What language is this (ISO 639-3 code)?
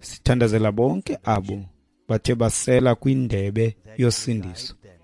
xho